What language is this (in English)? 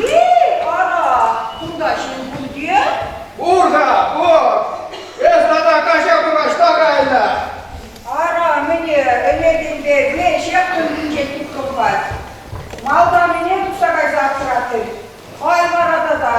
Chuvash